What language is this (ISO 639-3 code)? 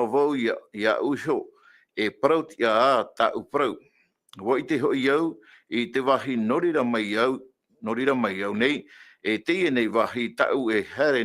tah